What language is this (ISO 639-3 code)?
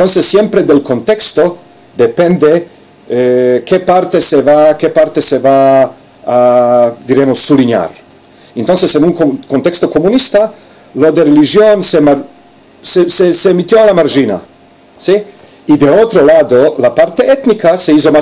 lad